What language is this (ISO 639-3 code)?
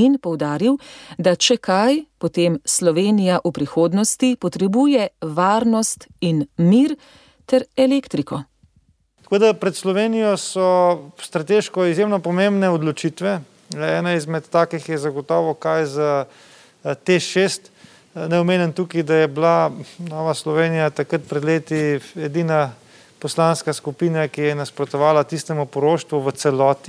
slv